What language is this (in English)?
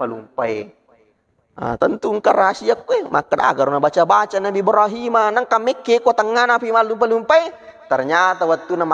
Buginese